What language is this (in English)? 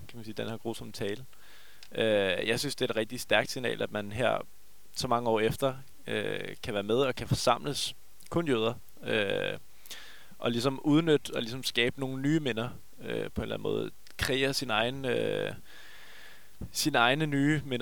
Danish